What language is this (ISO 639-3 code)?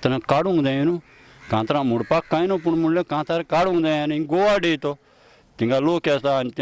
kok